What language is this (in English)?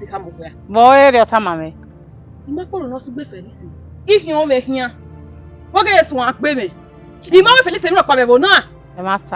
Bini